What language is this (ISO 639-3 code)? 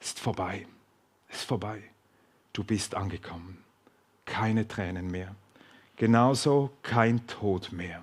gsw